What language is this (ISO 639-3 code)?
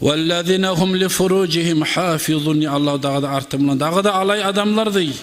kum